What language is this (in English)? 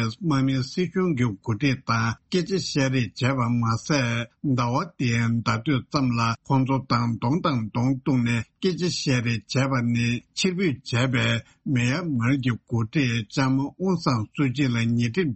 Tibetan